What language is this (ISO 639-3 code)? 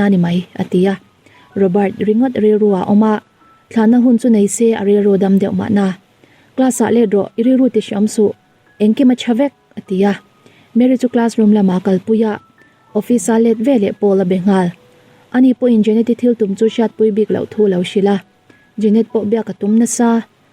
lus